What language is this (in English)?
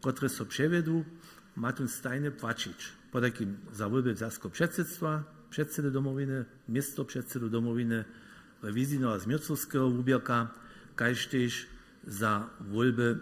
Upper Sorbian